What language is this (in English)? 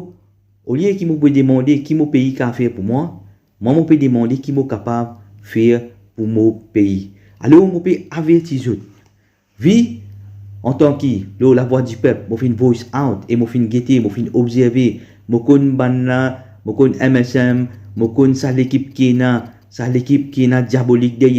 Morisyen